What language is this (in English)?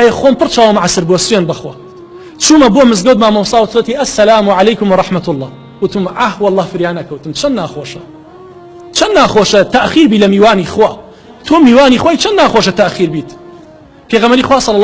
Central Kurdish